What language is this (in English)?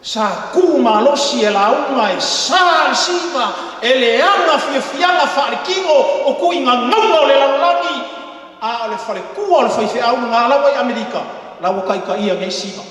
Samoan